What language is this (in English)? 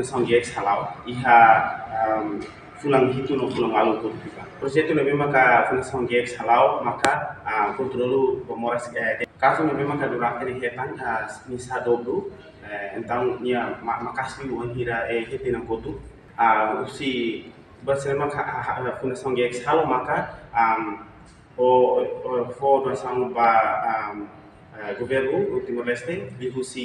Tetum